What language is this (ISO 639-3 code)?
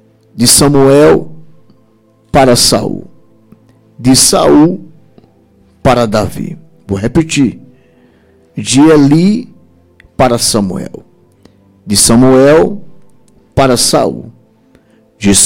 por